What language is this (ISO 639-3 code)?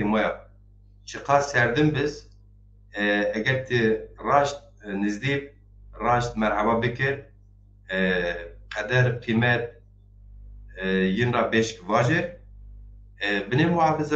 zza